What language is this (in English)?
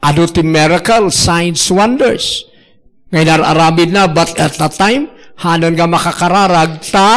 Iloko